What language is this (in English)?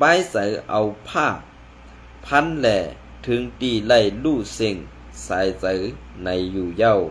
Shan